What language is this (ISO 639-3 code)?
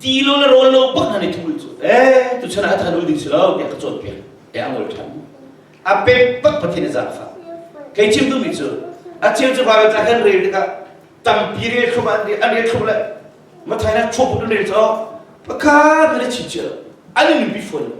cnh